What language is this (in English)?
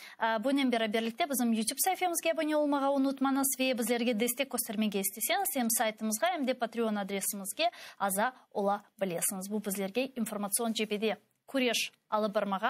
Crimean Tatar